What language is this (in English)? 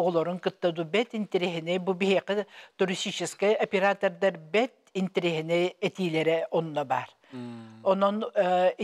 Yakut